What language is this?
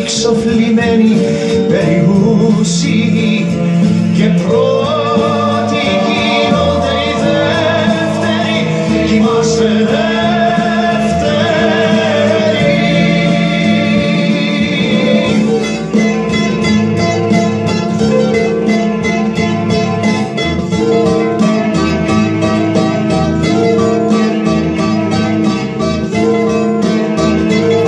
Greek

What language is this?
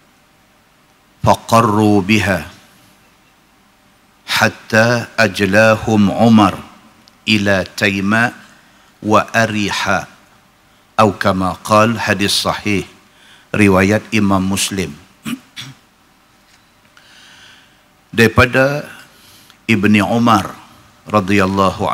Malay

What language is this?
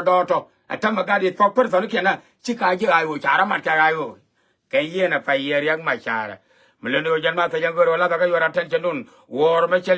Nuer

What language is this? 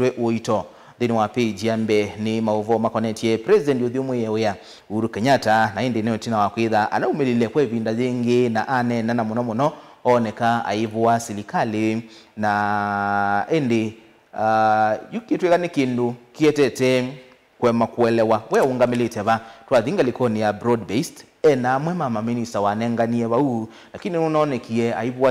Kamba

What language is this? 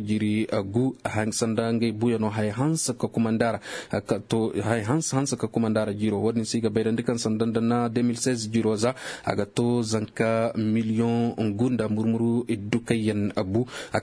Zarma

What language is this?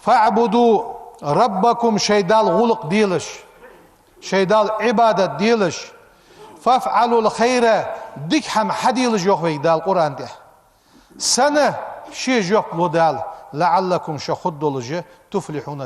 Ingush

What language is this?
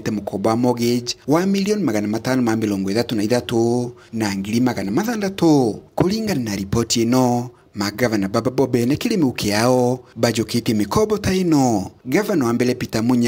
Meru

